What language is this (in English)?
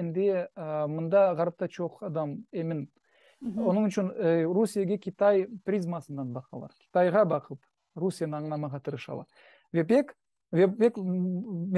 Crimean Tatar